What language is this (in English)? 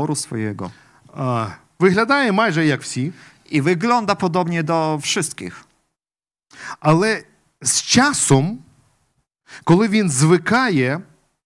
Polish